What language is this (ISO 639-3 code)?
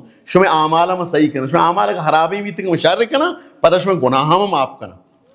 bal